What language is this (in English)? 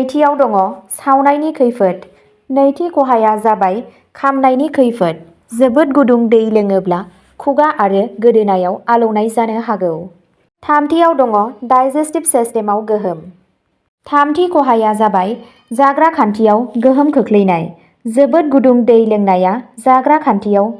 Bodo